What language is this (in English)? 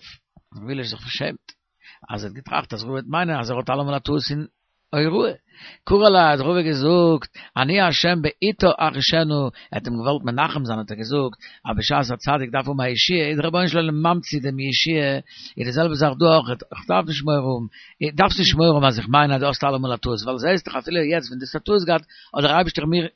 Yiddish